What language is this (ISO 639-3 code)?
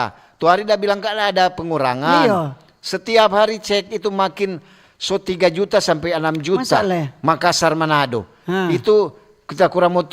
xmm